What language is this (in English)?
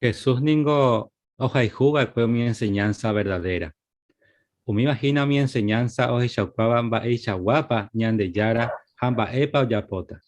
Guarani